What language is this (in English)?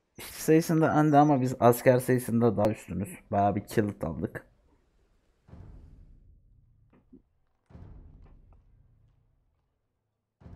Turkish